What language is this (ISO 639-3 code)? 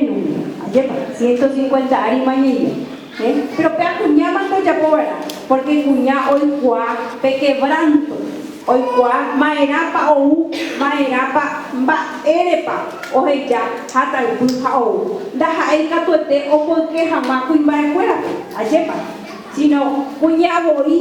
grn